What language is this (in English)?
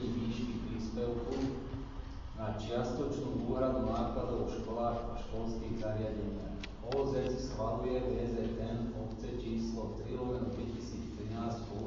Slovak